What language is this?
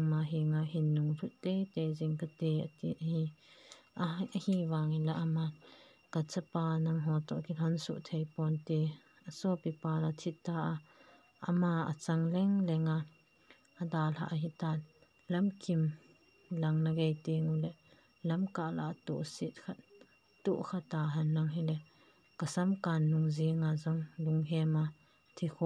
Thado Chin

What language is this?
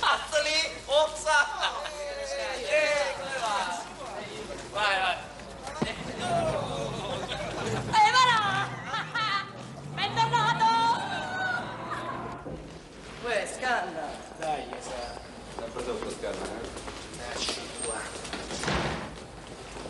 Italian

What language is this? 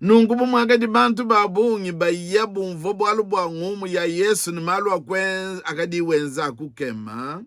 Luba-Lulua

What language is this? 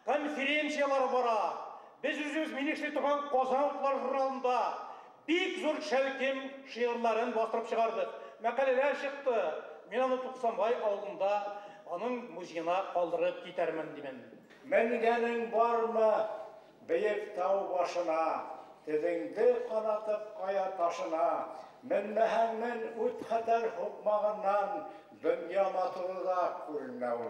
Bashkir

